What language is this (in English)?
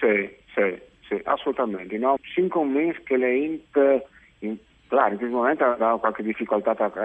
Friulian